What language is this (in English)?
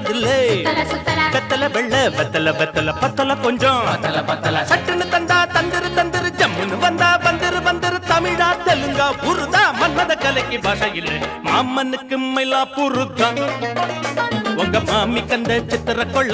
Tamil